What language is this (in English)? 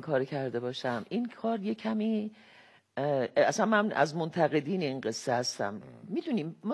Persian